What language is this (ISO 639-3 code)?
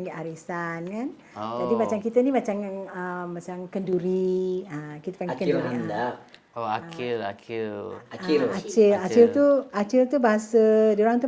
bjn